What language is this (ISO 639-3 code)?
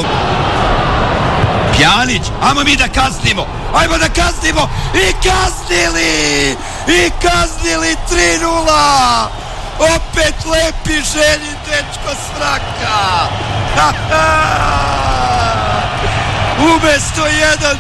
srp